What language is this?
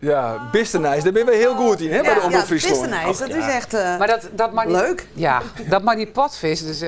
Western Frisian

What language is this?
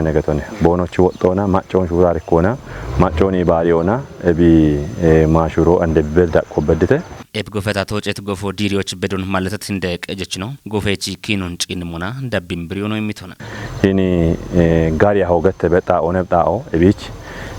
Kafa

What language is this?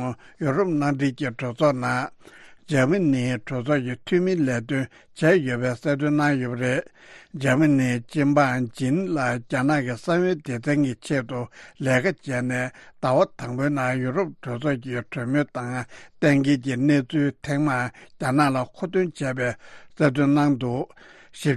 Tibetan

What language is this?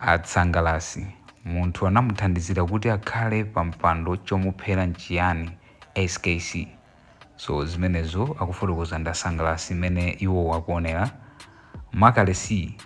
Nyanja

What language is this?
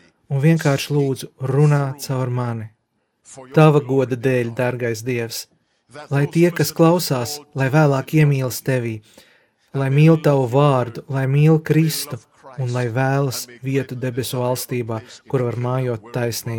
Latvian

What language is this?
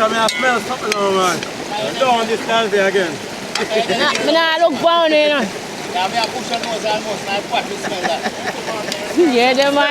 Jamaican Creole English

